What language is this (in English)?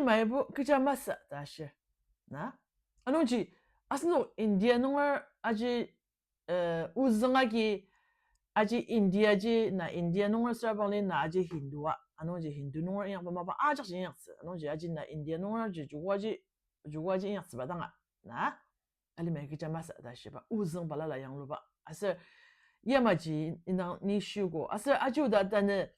Ao Naga